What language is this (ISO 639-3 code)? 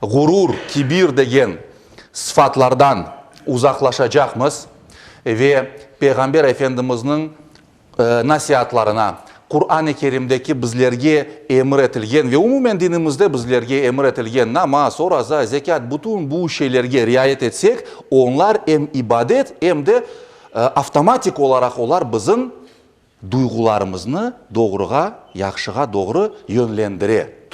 crh